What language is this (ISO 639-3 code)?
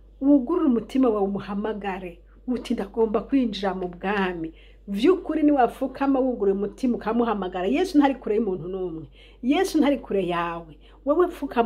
run